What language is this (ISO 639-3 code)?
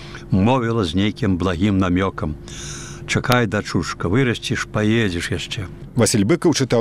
bel